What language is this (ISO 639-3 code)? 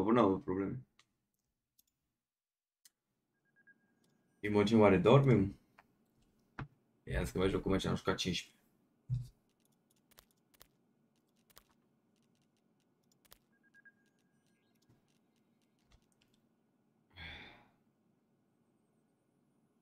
ron